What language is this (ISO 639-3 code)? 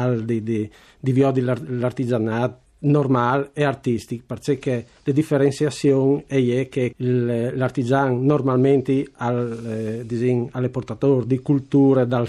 fur